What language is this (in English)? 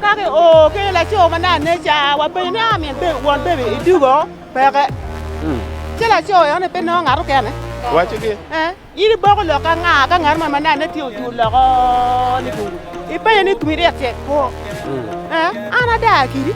Acoli